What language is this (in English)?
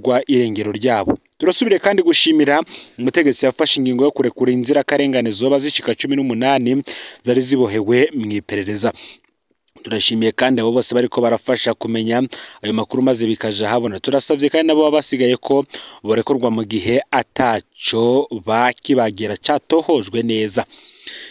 Rundi